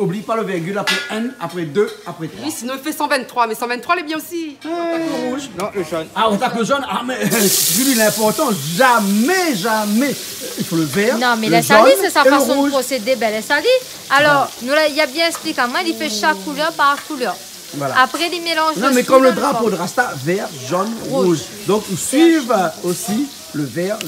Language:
Réunion Creole French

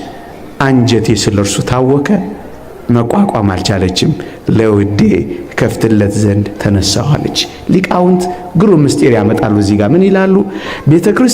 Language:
Amharic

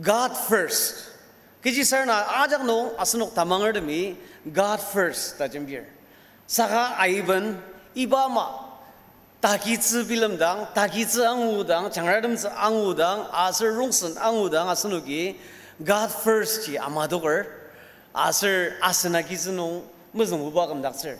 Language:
Ao Naga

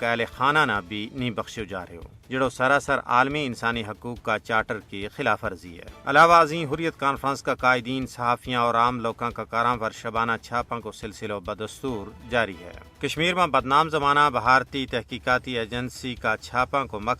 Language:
Gujari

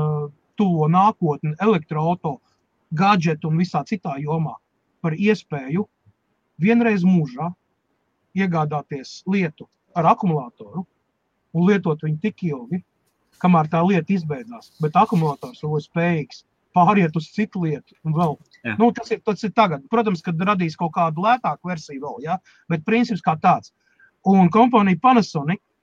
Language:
Latvian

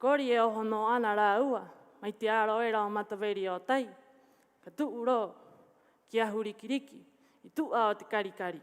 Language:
Rapanui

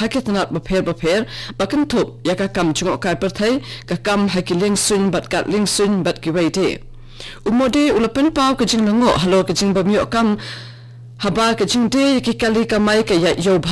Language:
Khasi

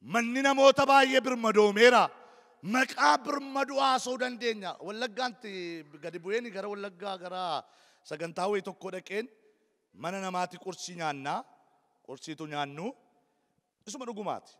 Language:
Oromo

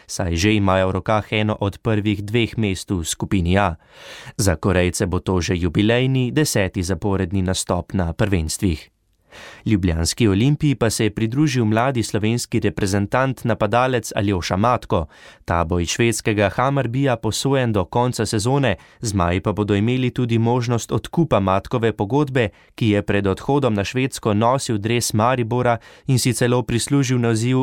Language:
Slovenian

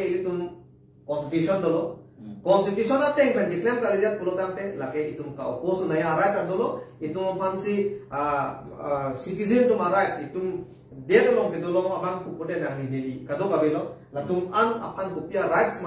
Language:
Karbi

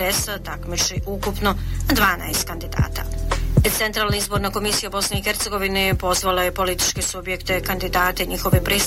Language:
Bosnian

